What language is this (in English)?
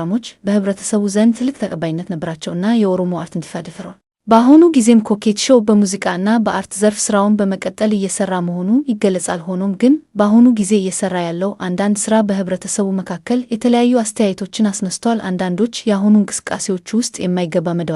Amharic